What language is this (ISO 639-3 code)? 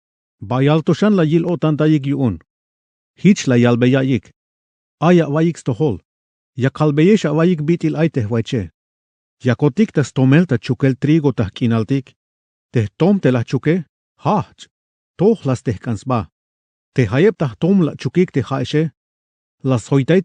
tzh